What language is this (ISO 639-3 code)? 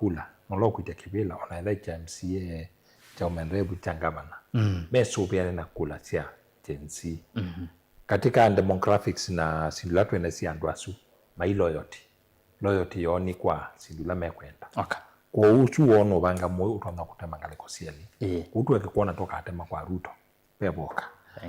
kam